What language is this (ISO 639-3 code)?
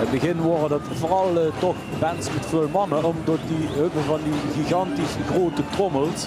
lim